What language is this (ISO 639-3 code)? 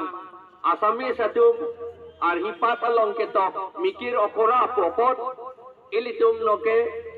mjw